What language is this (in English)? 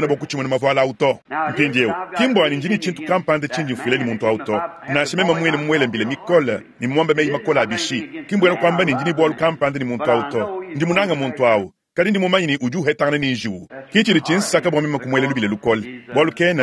Luba-Lulua